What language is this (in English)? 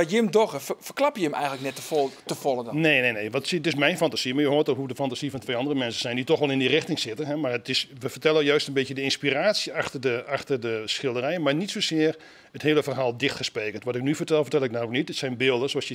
Western Frisian